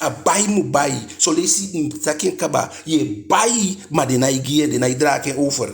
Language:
Eastern Maroon Creole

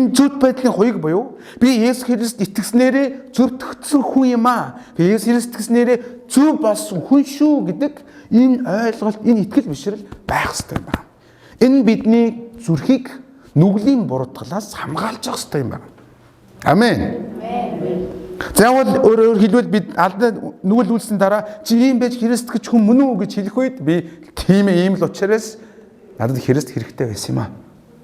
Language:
Mongolian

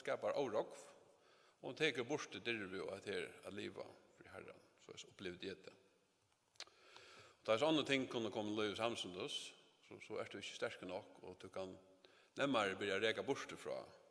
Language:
Faroese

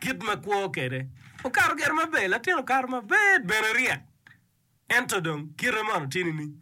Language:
Acoli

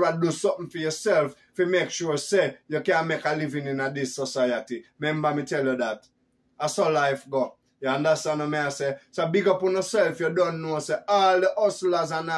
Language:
Jamaican Creole English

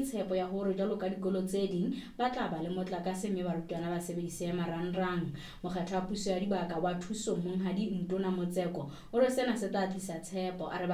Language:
Southern Sotho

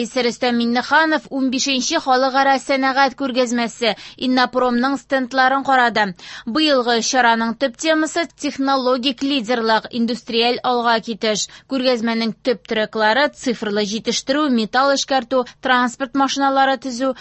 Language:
Tatar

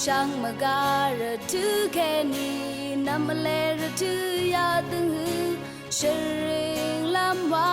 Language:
Rawang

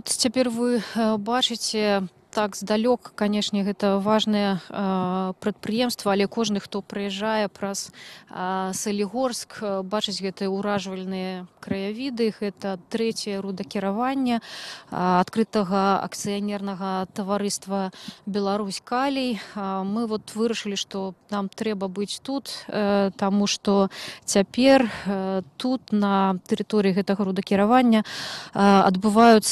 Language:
Belarusian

